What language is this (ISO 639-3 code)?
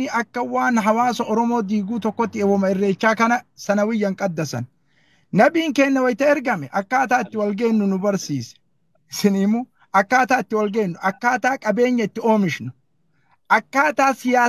orm